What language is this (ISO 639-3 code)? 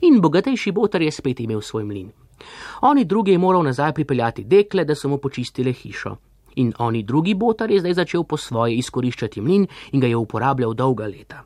slv